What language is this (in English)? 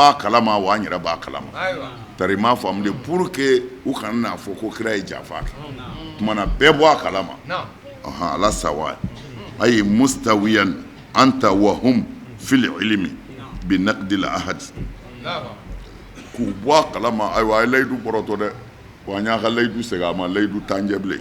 Bambara